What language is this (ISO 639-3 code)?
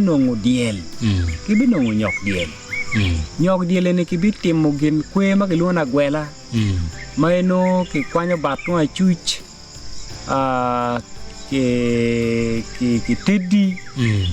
ach